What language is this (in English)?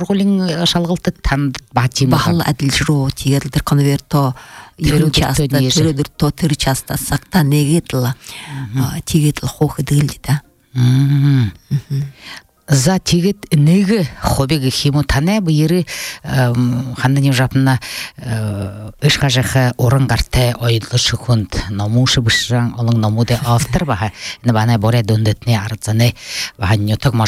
Buriat